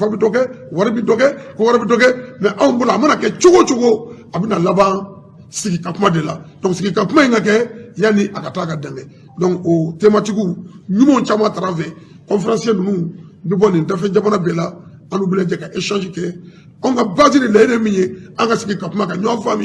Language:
Bambara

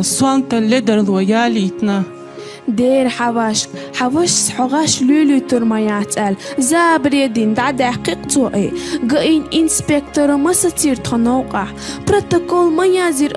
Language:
Chechen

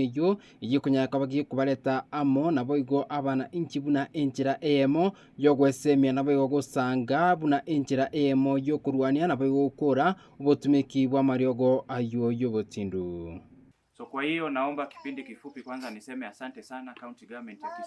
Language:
Gusii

